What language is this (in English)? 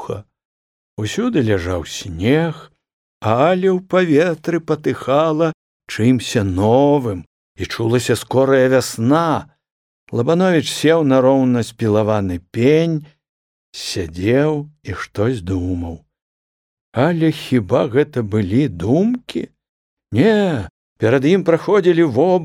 Belarusian